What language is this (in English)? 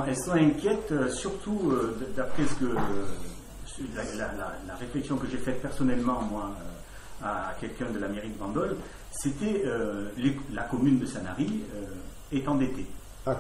French